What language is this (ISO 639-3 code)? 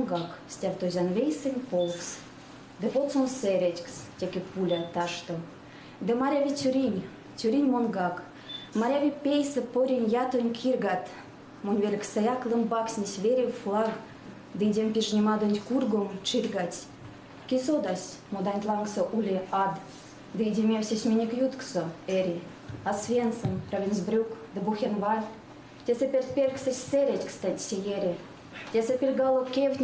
myv